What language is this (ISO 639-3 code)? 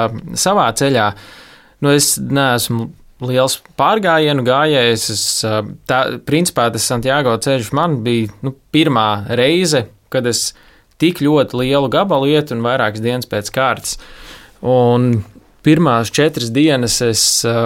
lav